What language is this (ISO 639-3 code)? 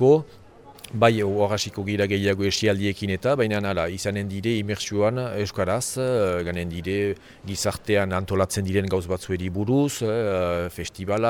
eus